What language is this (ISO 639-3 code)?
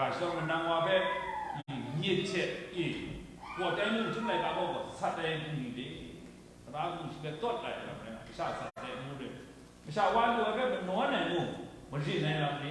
kac